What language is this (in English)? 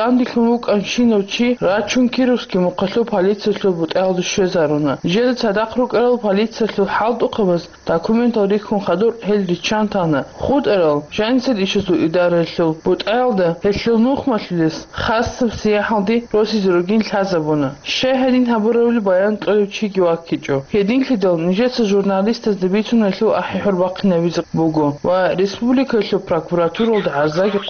Avaric